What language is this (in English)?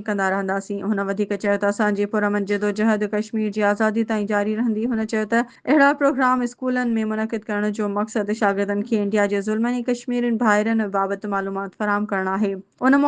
Sindhi